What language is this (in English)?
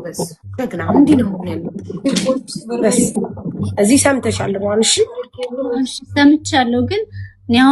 Amharic